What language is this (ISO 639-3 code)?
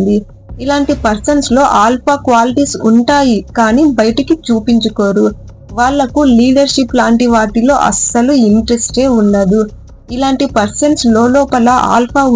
tel